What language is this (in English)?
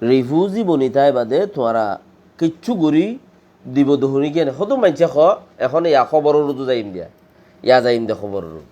Rohingya